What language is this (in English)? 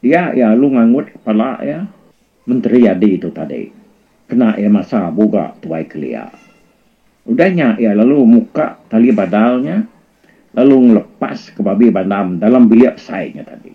Iban